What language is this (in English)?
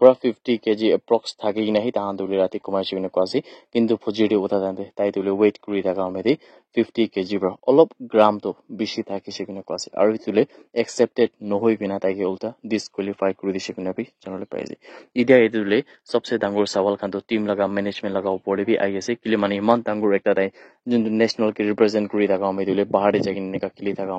Naga Pidgin